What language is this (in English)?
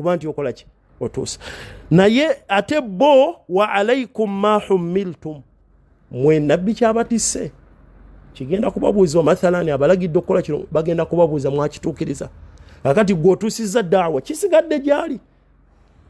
Ganda